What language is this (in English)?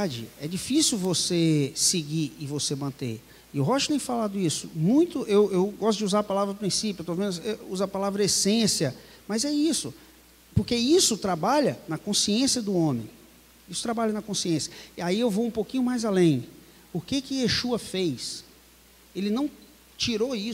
Portuguese